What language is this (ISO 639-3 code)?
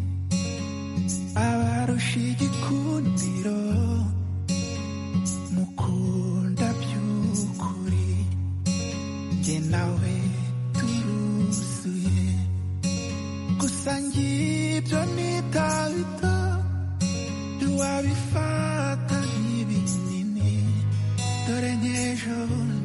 kin